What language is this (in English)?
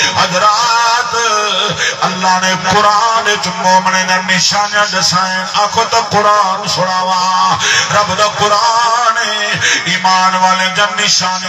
Saraiki